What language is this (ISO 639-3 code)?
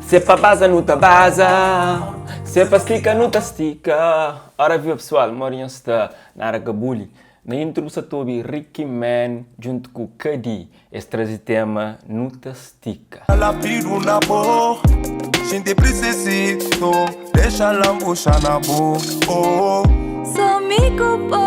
kea